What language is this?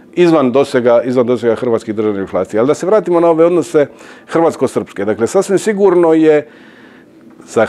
Croatian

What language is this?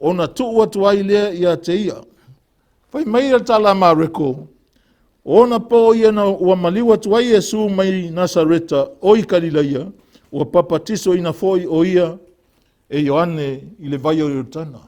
Samoan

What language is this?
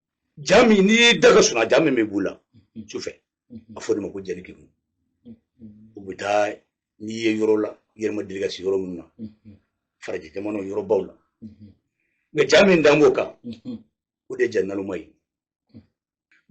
Bambara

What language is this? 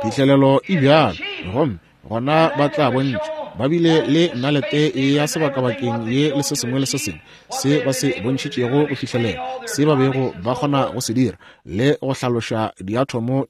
Northern Sotho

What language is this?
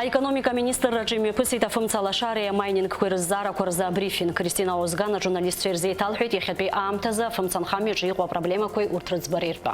Abkhazian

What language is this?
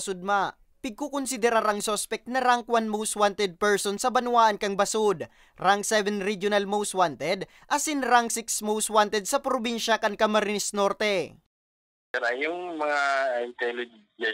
Bikol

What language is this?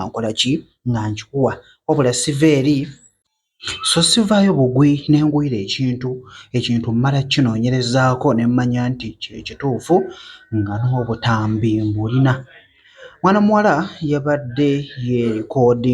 Ganda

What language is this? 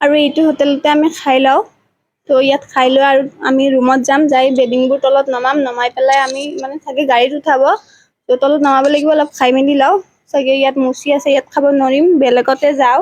Assamese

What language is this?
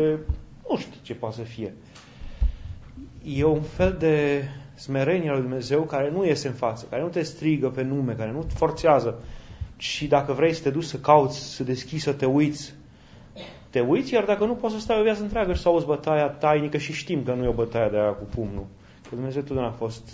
Romanian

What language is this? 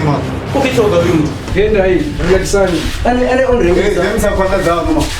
Venda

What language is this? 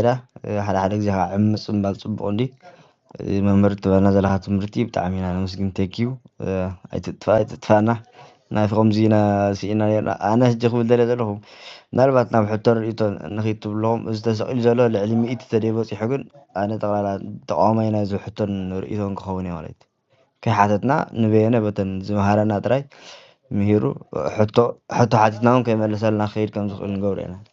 Tigrinya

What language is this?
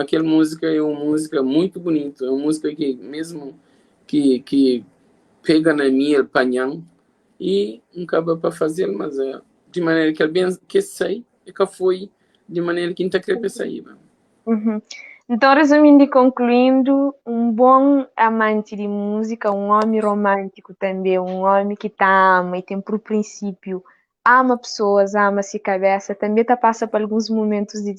Kabuverdianu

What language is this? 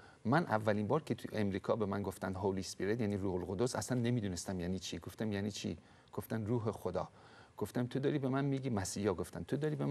Persian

